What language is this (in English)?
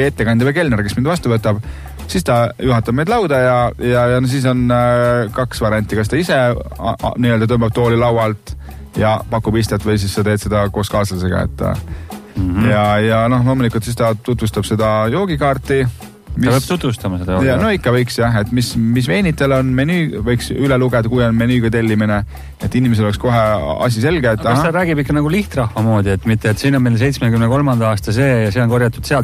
Estonian